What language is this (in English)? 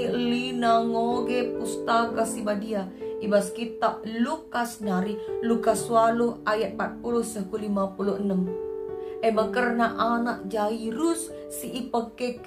Batak Karo